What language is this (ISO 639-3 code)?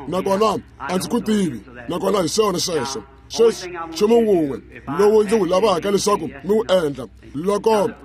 tso